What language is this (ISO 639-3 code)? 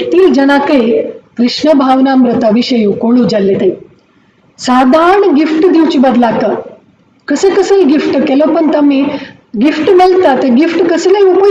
kok